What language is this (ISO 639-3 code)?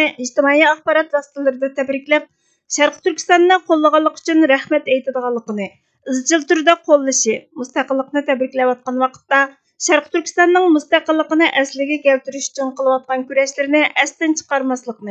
uig